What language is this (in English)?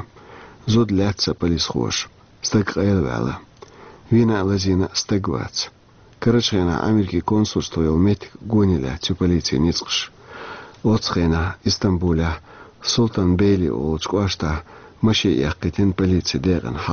Chechen